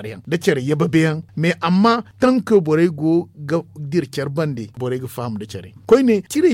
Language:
Zarma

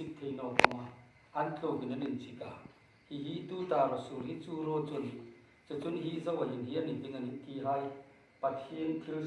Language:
Hmar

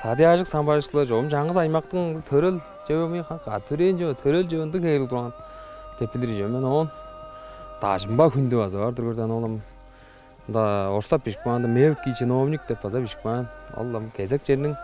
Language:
Tuvinian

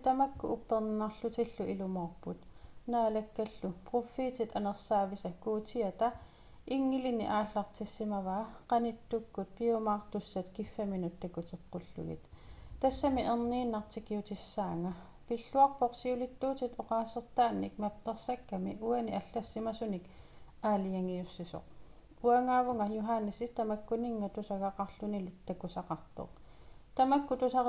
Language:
Kalaallisut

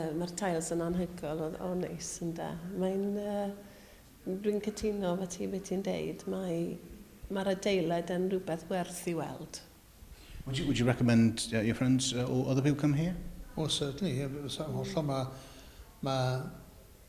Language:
Welsh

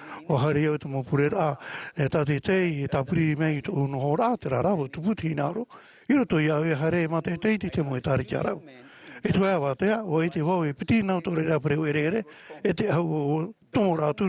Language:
Tahitian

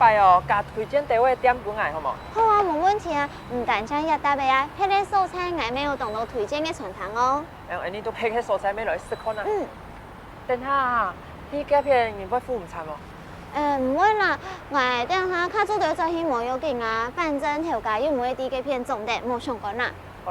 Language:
Hakka Chinese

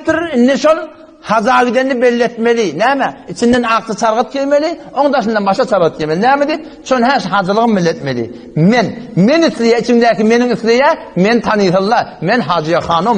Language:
Turkmen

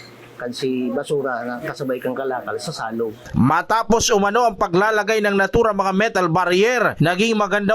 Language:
Bikol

